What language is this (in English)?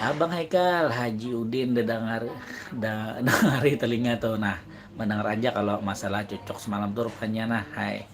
Banjar